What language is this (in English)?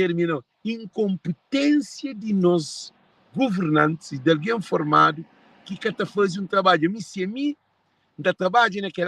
Kabuverdianu